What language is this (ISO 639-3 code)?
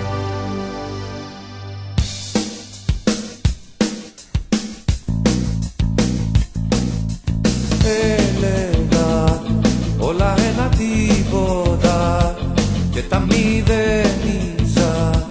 ell